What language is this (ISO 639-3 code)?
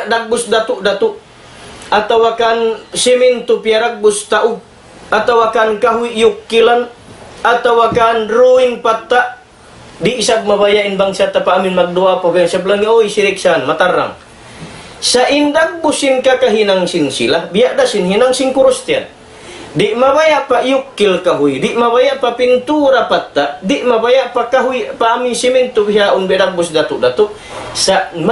tsg